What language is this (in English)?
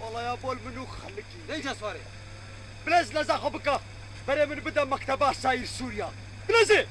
Kurdish